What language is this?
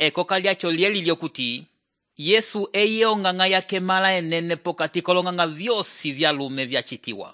Umbundu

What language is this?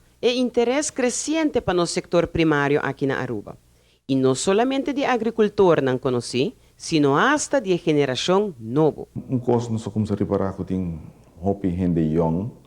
Papiamento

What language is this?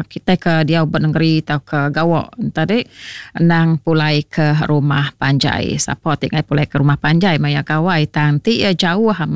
Iban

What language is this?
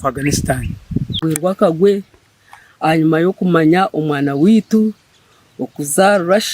Nyankole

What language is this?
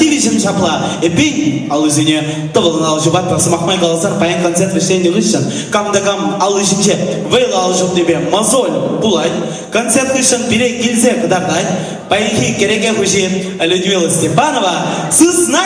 Chuvash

